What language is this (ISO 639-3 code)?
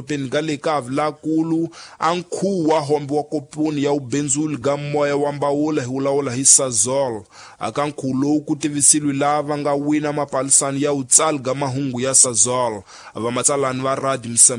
tso